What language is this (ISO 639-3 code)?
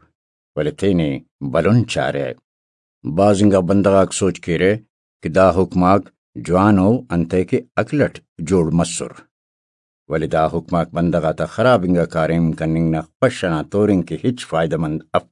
brh